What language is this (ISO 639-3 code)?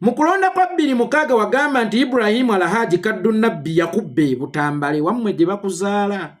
lug